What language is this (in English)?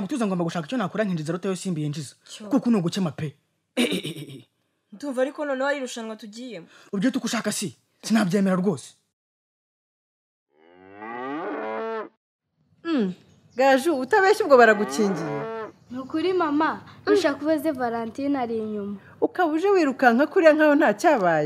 Kinyarwanda